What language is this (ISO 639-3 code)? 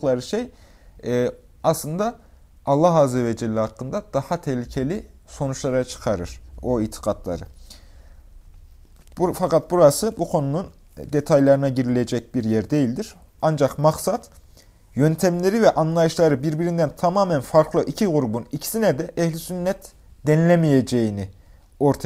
tur